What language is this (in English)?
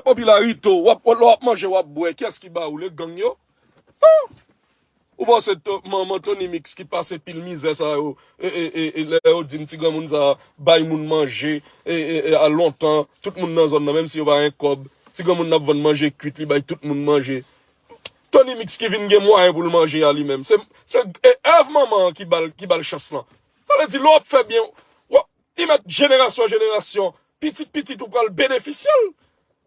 Haitian Creole